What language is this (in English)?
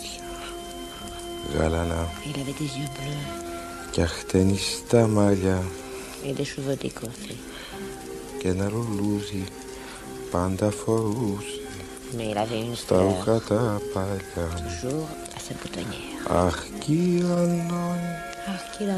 Greek